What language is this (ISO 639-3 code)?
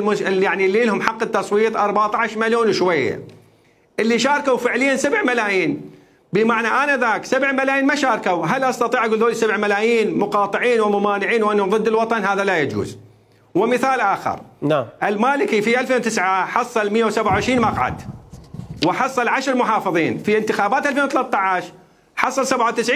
acm